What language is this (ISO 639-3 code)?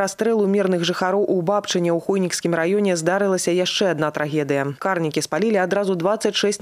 bel